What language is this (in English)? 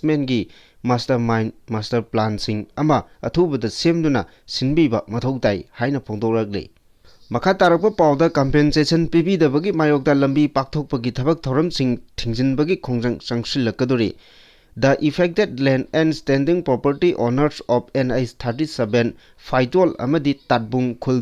Manipuri